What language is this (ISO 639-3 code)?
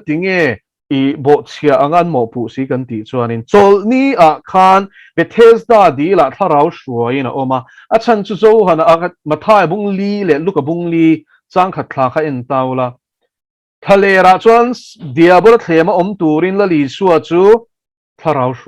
lus